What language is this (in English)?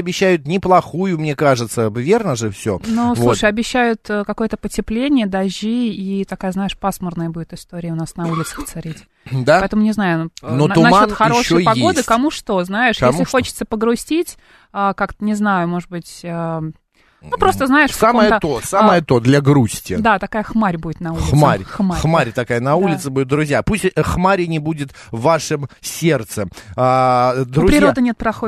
Russian